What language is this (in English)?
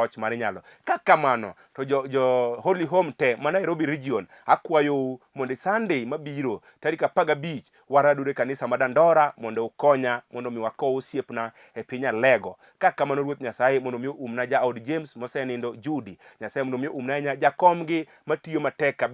Luo (Kenya and Tanzania)